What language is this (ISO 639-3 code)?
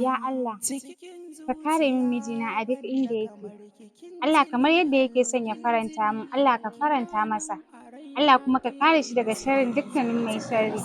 hau